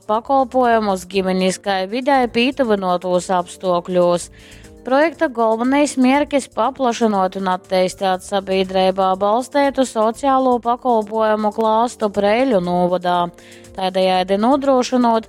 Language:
Latgalian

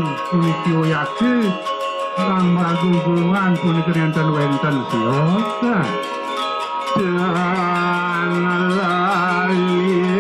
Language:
Balinese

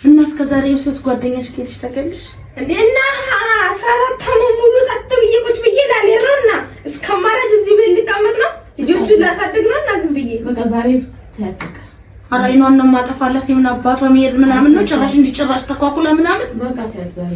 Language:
Amharic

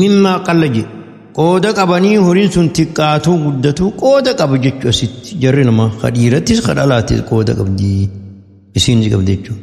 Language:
Oromo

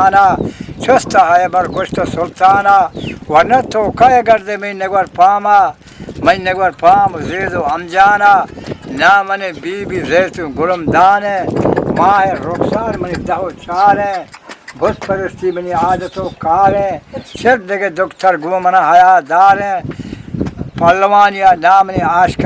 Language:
Eastern Balochi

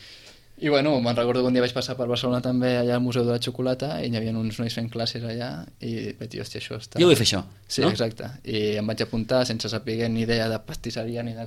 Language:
Catalan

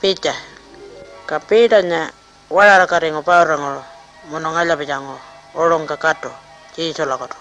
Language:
Pitjantjatjara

